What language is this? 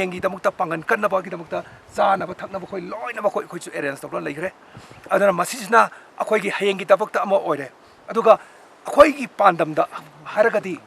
Manipuri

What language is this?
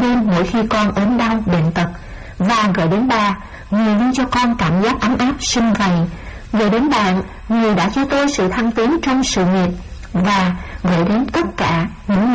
Vietnamese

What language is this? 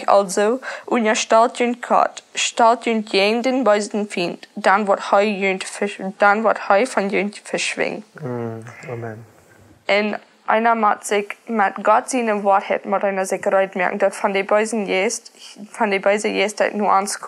Plautdietsch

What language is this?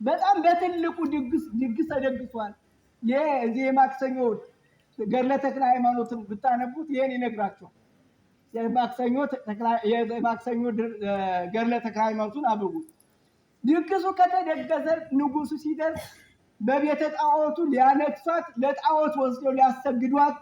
Amharic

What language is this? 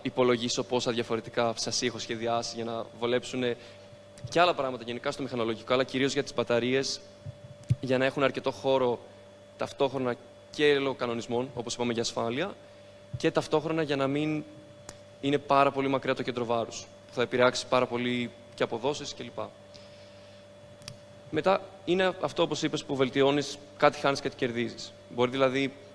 Greek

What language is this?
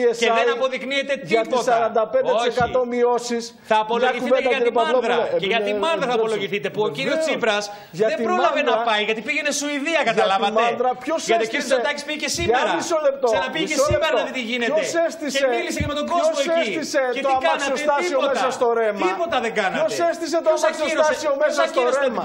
Greek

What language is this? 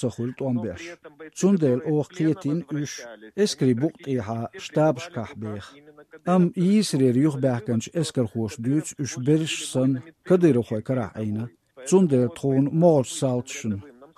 Chechen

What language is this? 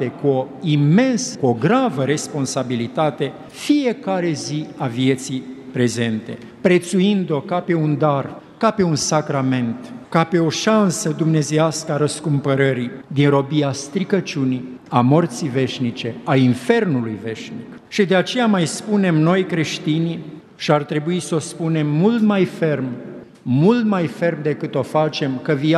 Romanian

